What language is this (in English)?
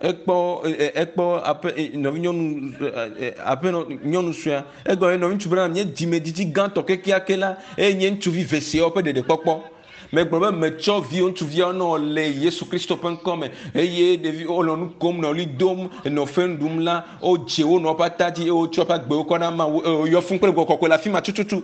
Ewe